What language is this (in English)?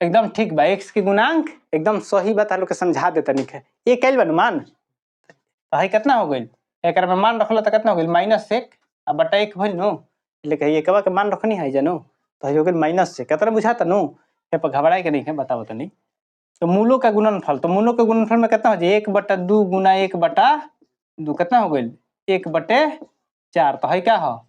Bhojpuri